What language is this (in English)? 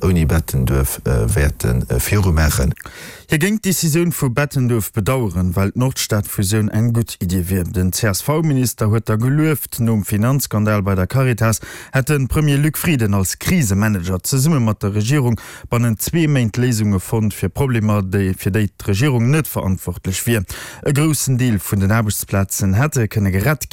Luxembourgish